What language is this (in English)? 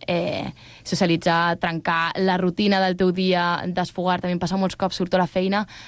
Catalan